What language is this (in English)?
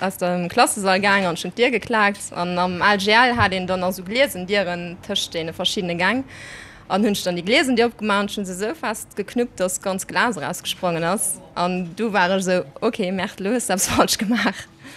Luxembourgish